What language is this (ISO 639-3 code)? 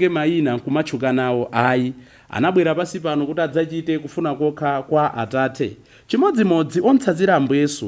nya